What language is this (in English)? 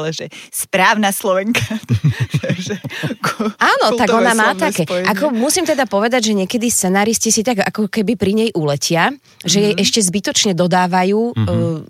Slovak